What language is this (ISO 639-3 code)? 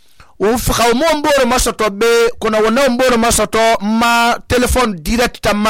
sus